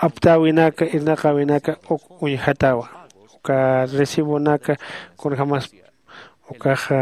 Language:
Aymara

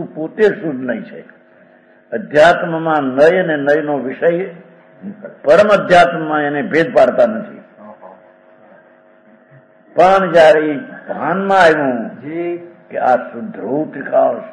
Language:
Gujarati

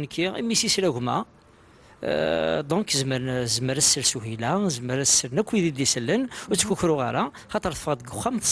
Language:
Kabyle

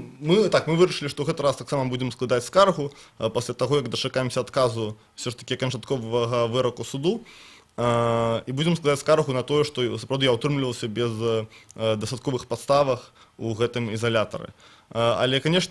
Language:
Belarusian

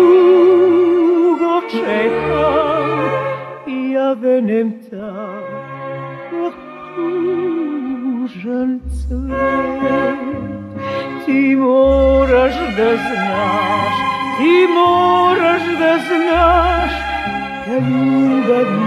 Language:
Serbian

